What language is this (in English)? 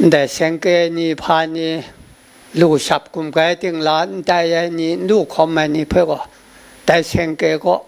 Kachin